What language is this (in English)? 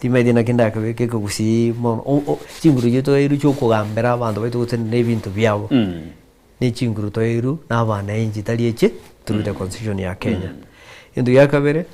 Gusii